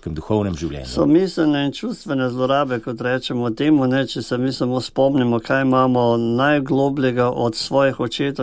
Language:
Slovenian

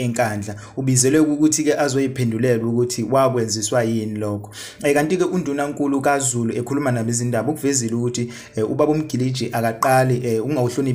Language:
Zulu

